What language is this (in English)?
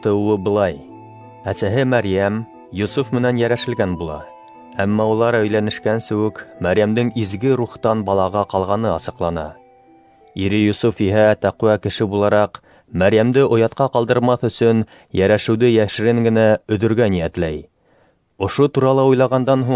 Bashkir